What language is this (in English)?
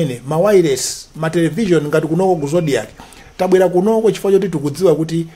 Nyanja